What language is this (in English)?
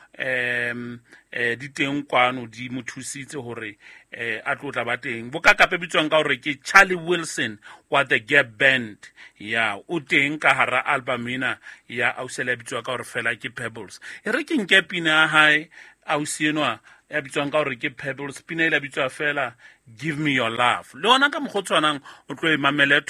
Southern Sotho